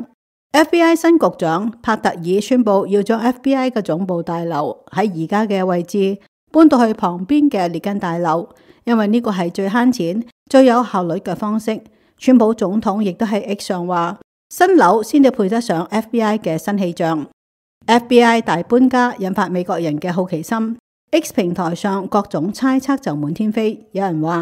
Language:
Cantonese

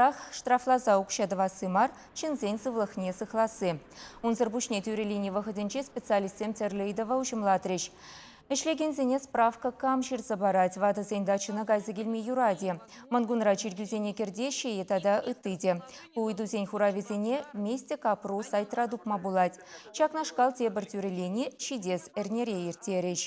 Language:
Chuvash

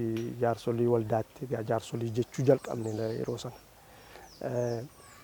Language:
Oromo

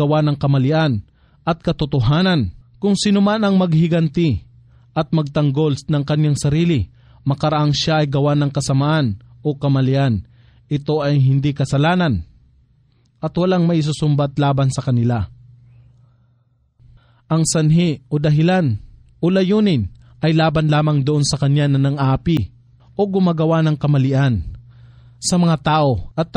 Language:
Filipino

